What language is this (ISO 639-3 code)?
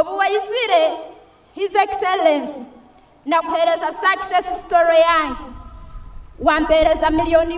nyn